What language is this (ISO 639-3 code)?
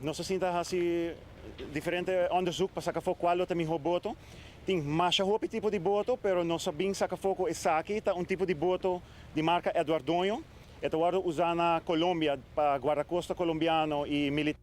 pap